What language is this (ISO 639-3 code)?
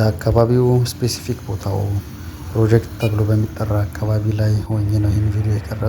amh